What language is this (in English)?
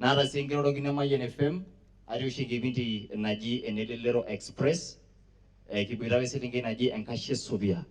Masai